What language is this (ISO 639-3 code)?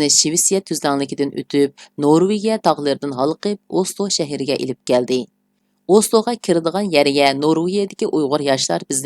uig